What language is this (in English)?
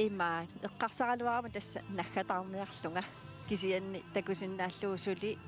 Kalaallisut